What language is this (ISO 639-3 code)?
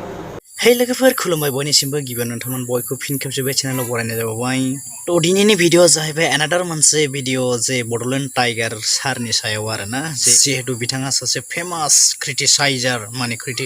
brx